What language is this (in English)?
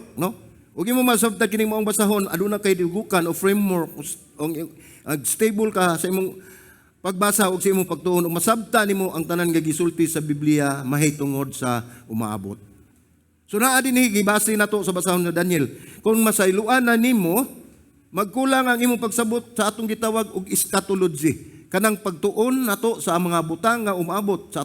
Cebuano